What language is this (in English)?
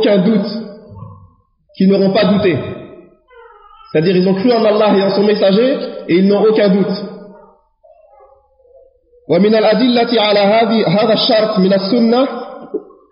French